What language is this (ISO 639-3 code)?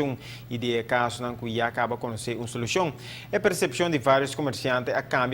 pap